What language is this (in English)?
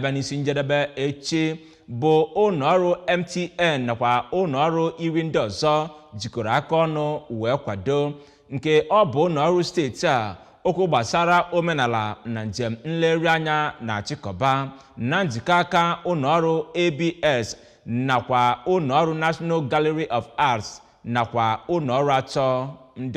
Igbo